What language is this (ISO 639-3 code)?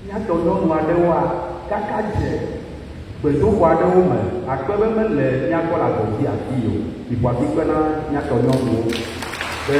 ewe